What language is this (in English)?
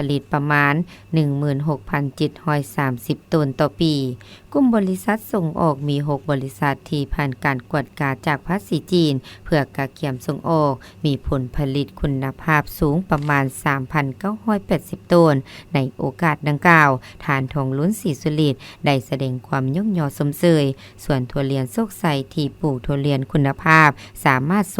Lao